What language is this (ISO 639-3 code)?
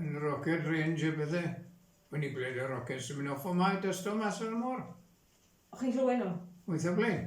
cym